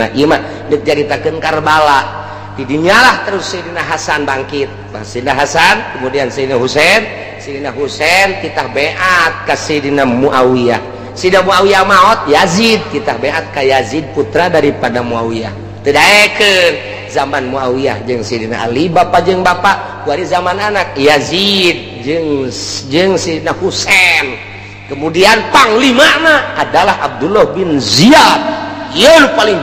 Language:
Sundanese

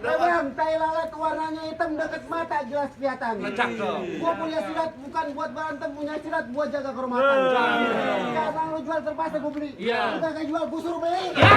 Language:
Betawi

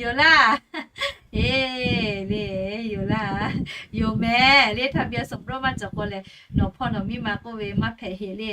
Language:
Lahu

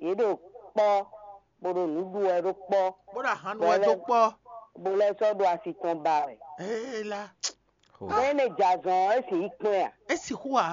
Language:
Fon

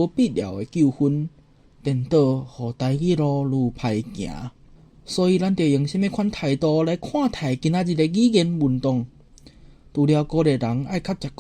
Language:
Min Nan Chinese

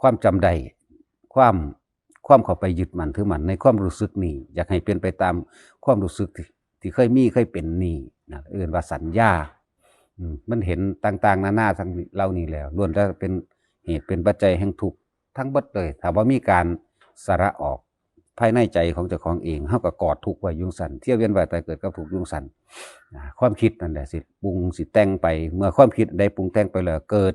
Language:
Northeastern Thai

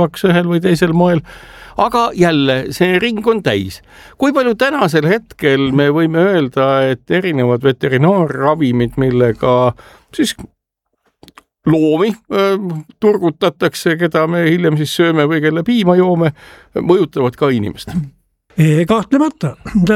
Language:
Estonian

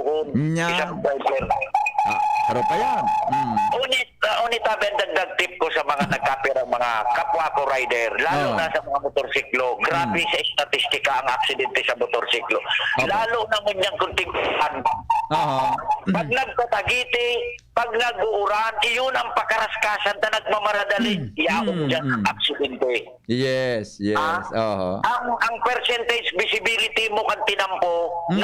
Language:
Bikol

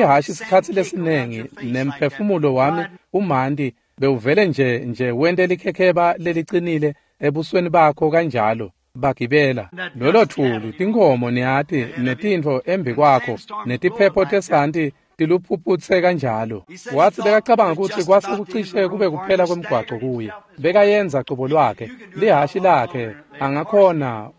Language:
Swati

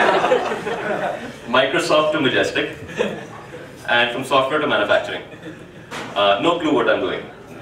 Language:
English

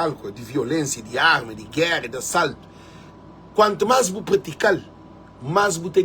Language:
Kabuverdianu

